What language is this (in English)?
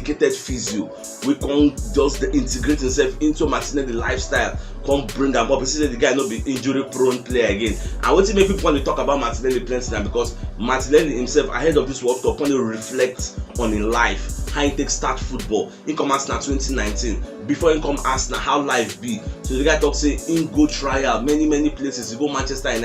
Nigerian Pidgin